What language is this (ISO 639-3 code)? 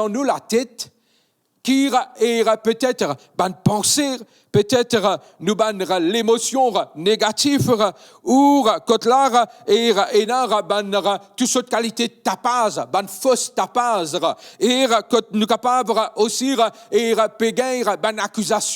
mfe